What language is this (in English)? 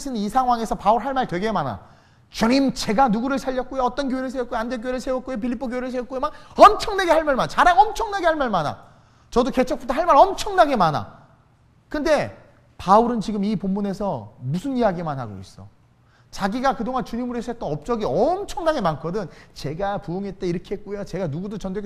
Korean